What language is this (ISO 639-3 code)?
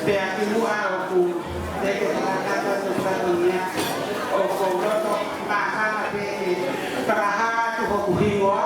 ton